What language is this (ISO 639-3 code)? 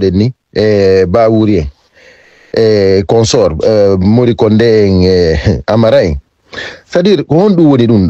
ful